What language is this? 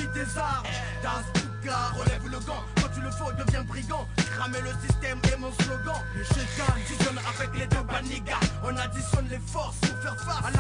French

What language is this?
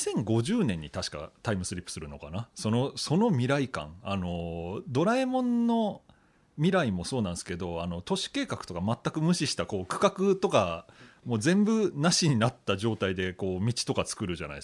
Japanese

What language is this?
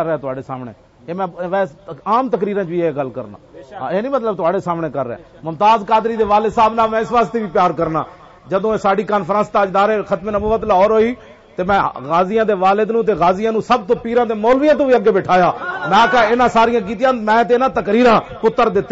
Western Panjabi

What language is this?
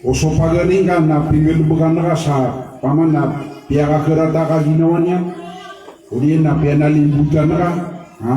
Maranao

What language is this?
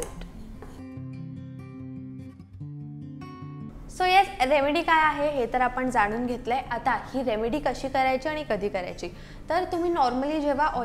Marathi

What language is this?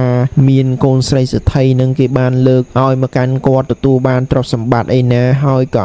Khmer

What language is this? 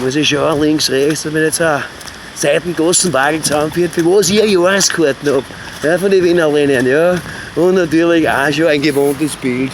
Bavarian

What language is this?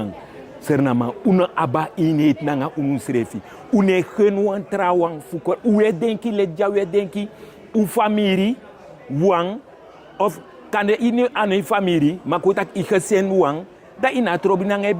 Sranan Tongo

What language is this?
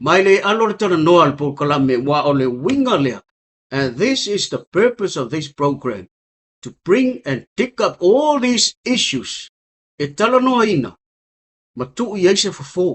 Samoan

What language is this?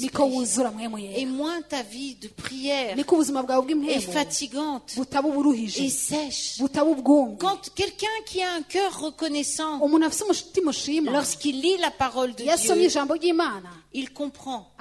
Rundi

